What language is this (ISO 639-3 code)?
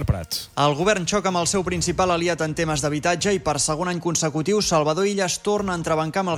cat